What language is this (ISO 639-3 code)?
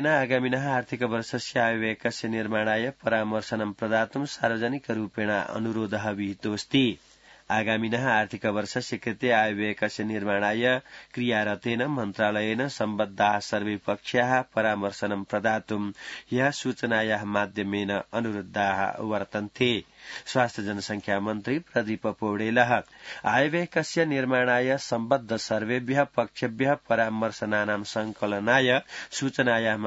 san